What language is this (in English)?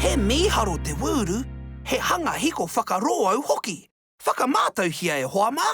Māori